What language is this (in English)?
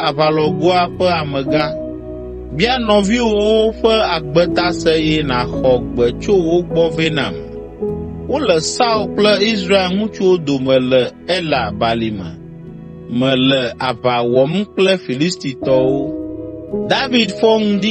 Ewe